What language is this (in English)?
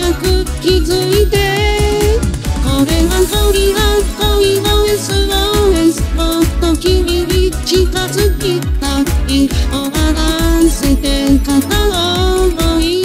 Japanese